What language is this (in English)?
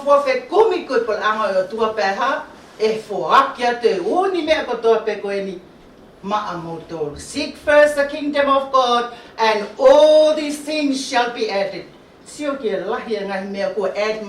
Tongan